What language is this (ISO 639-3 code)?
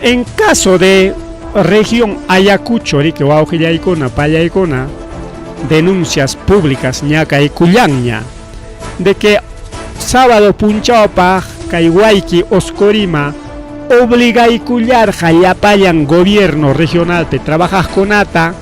quy